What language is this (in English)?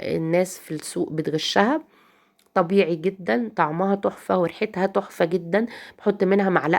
Egyptian Arabic